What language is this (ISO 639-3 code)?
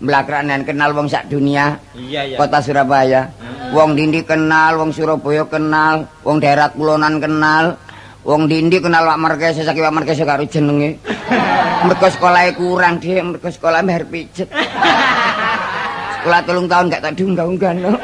jav